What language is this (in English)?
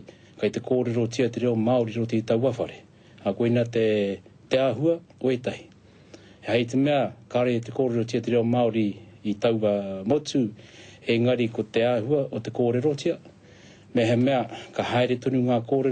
Māori